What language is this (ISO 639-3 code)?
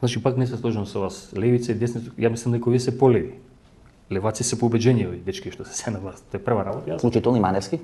mkd